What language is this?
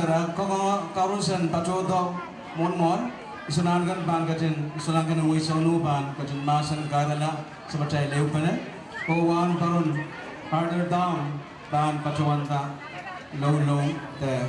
Pohnpeian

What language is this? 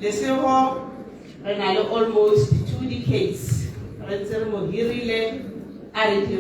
Tswana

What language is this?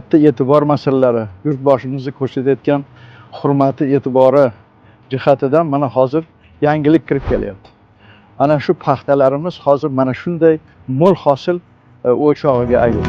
Uzbek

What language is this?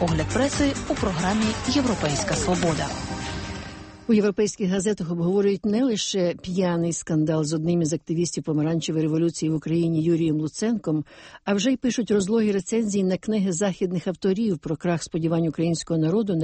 Ukrainian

